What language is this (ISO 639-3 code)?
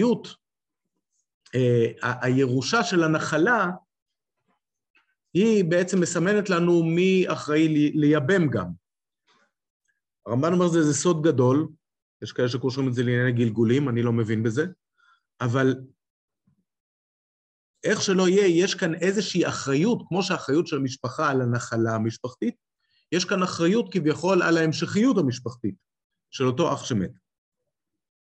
heb